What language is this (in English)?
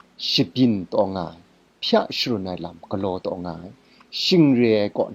Kachin